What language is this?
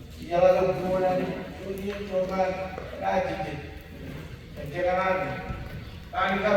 Marshallese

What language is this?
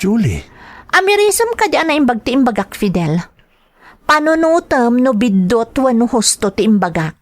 Iloko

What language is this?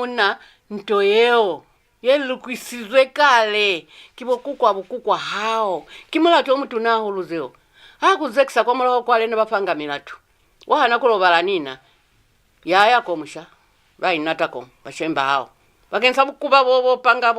Lozi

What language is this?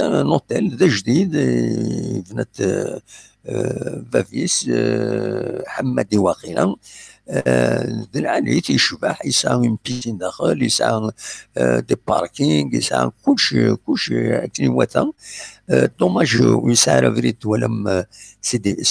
Kabyle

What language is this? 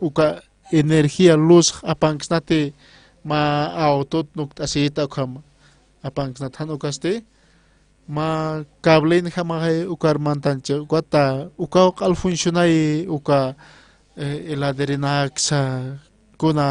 Aymara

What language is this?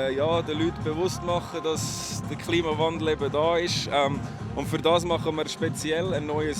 Swiss German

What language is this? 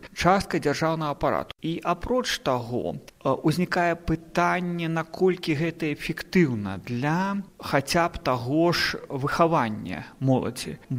Belarusian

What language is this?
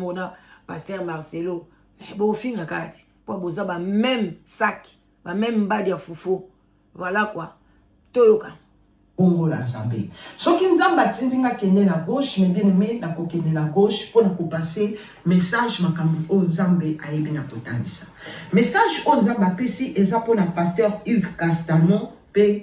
Lingala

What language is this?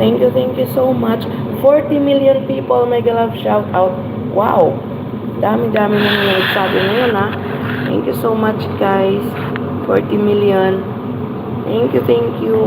Hiligaynon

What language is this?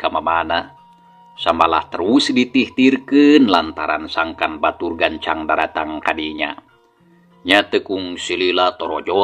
Sundanese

